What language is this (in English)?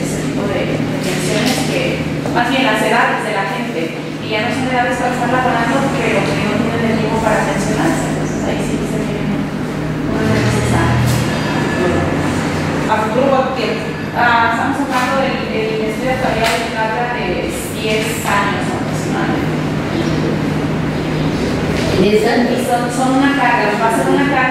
Spanish